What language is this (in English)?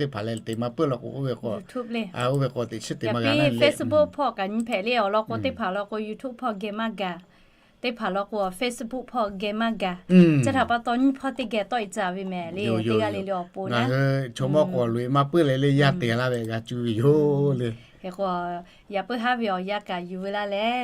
Lahu